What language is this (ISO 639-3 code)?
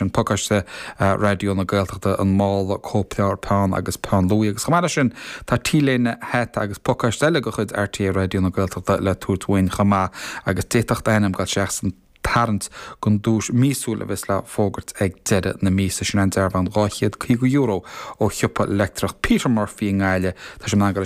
gle